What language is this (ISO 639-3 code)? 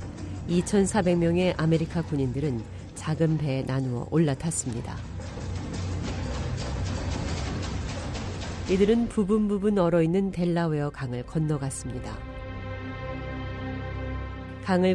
kor